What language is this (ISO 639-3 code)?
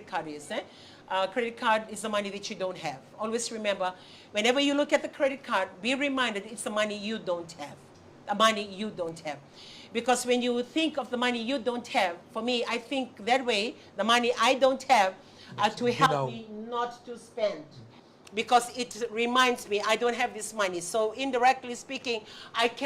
fij